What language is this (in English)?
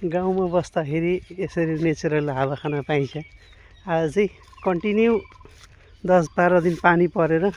Nepali